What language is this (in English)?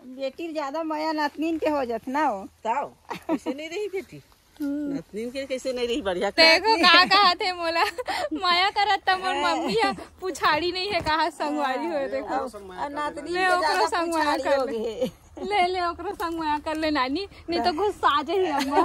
Chhattisgarhi